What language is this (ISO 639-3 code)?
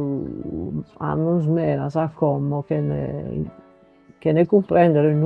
srd